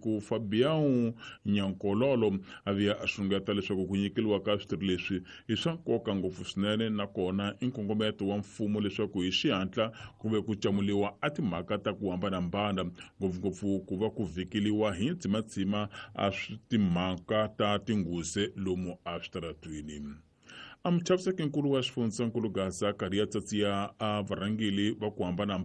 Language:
Tsonga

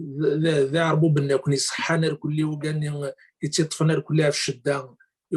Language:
Kabyle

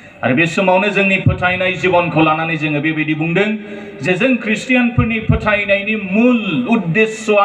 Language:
Bodo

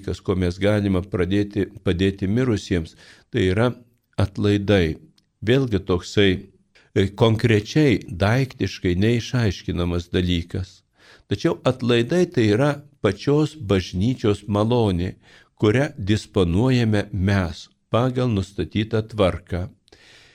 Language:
Lithuanian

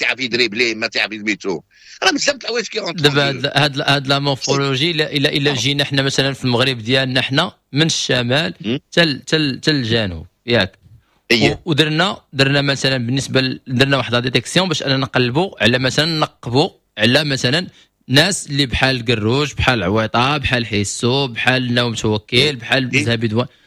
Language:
Moroccan Arabic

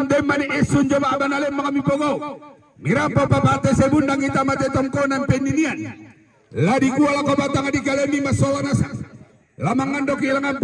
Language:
Toraja-Sa'dan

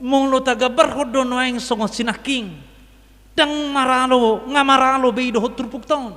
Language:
Batak Toba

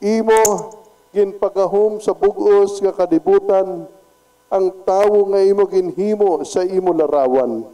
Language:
Hiligaynon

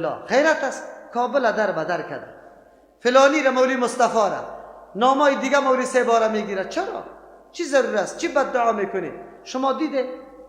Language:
Persian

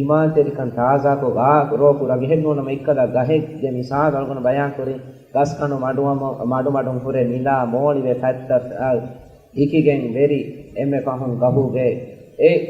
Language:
Divehi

